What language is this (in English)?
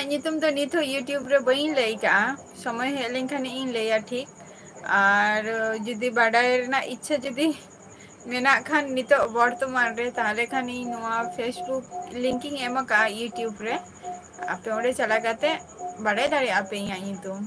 Santali